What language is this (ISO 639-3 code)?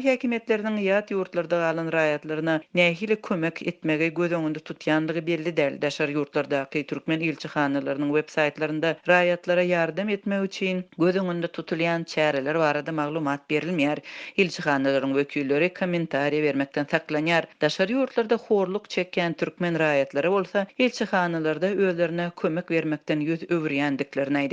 tuk